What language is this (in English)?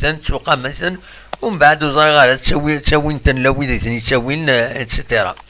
Kabyle